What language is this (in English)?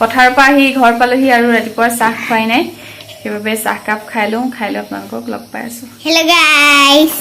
Assamese